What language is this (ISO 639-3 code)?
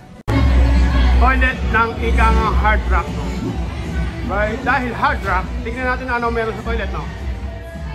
fil